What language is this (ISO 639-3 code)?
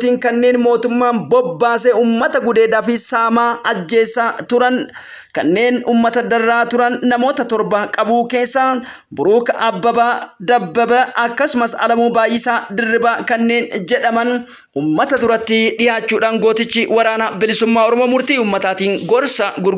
orm